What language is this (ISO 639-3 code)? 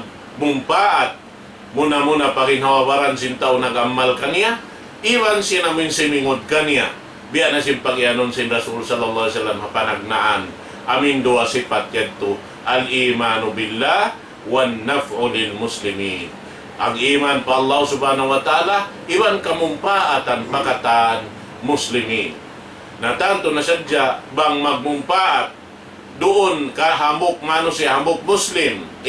tsg